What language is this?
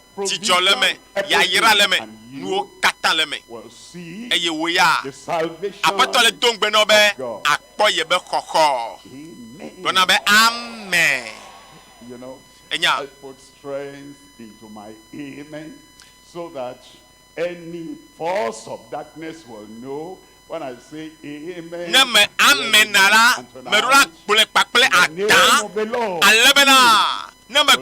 Ewe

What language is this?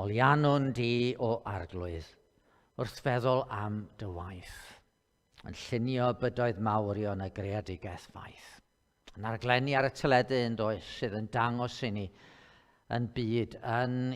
Welsh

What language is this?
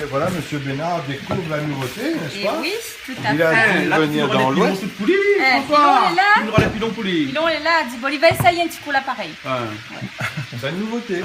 Réunion Creole French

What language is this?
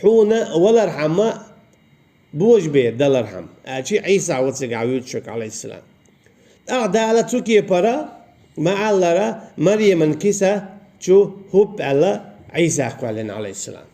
Chechen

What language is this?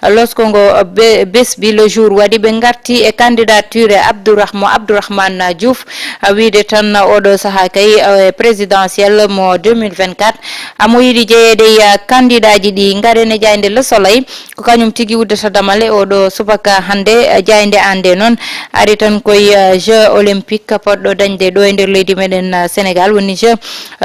Fula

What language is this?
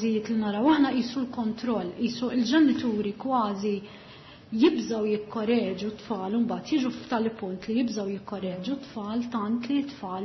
Maltese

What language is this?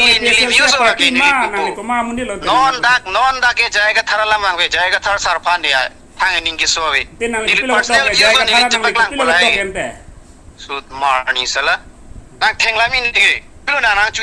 Karbi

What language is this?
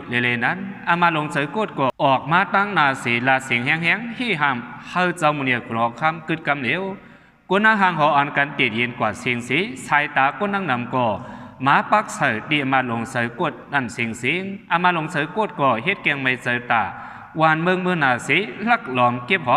Shan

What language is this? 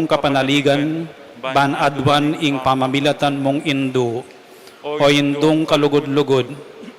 Pampanga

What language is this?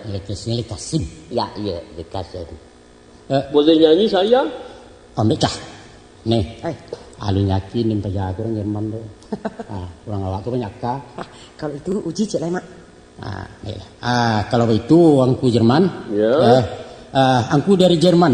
Minangkabau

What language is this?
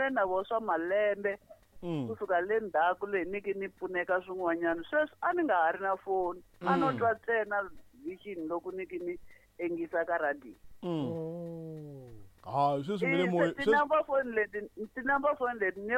Tsonga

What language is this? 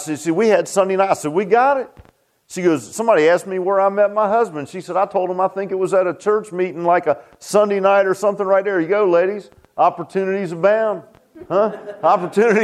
English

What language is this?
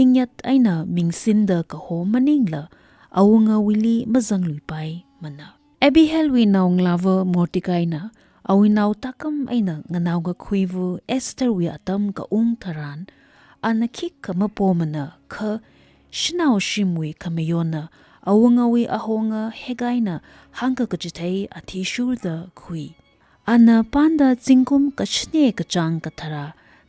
Tangkhul Naga (India)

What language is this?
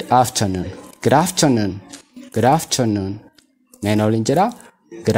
Oromo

